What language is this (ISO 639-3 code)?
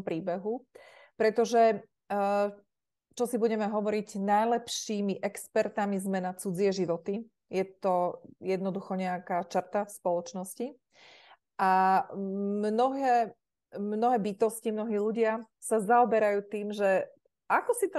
slk